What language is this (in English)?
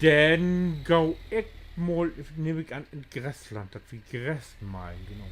Low German